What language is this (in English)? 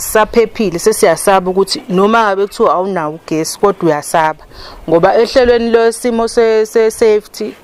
Zulu